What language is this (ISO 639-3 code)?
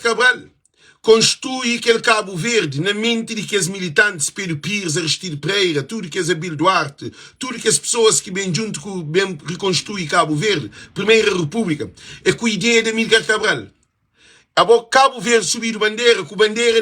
kea